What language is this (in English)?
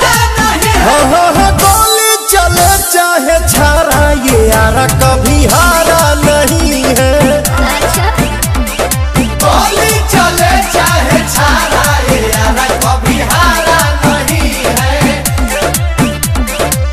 Bhojpuri